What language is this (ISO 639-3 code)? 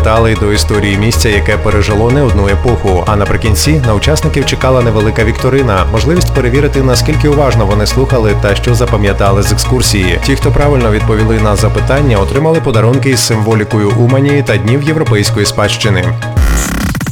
ukr